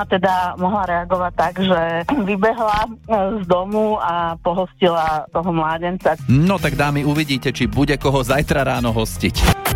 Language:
Slovak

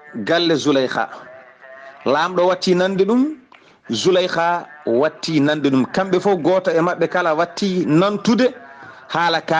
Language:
Fula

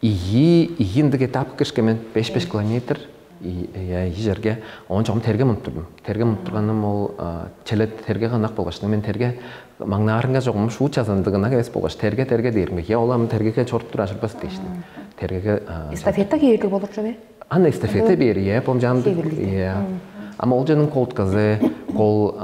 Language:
Tuvinian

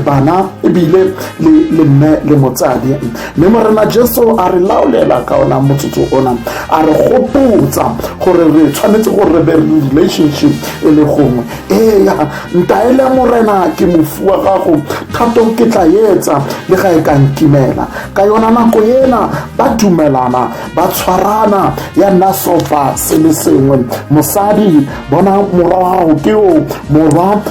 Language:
Tswana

